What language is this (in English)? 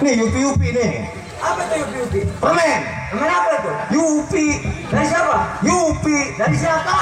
Betawi